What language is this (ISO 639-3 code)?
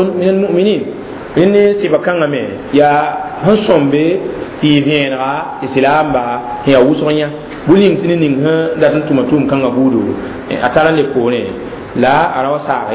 mos